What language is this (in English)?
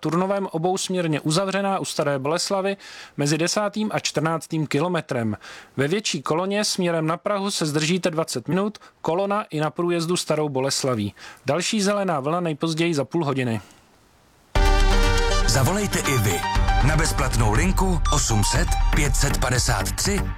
Czech